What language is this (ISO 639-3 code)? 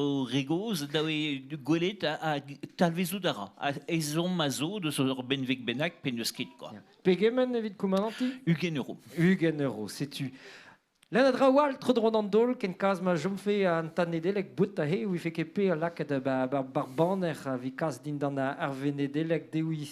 bre